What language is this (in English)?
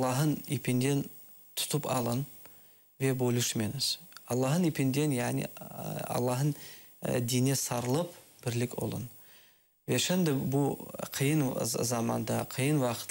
Crimean Tatar